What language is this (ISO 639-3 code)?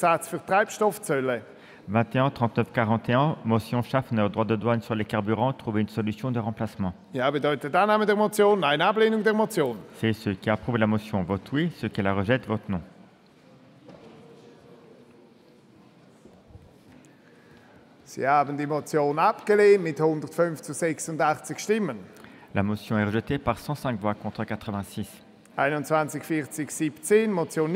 deu